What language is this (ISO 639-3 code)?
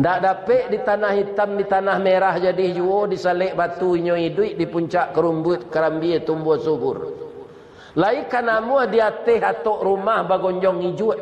min